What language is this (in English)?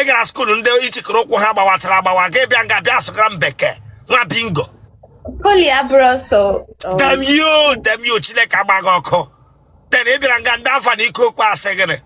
Igbo